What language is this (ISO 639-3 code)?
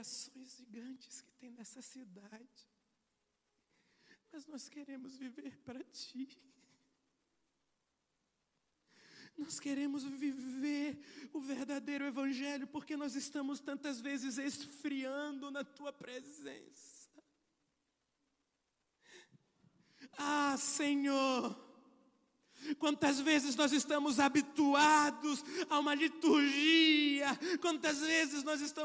por